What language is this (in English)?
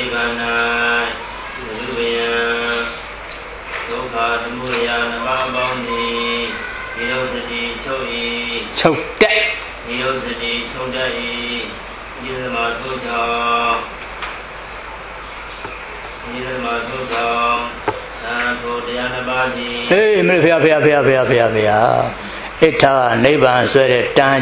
Burmese